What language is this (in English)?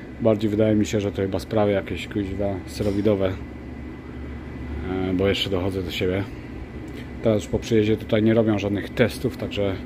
Polish